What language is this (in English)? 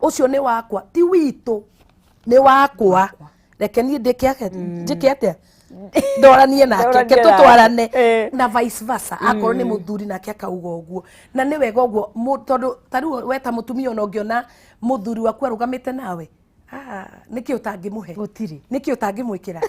Kikuyu